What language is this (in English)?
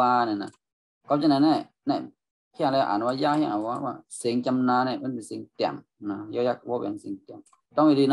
Shan